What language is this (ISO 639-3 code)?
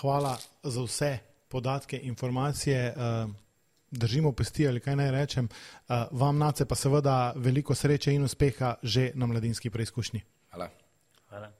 slv